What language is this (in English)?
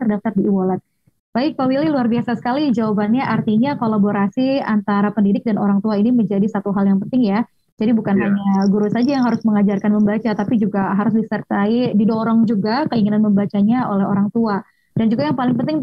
Indonesian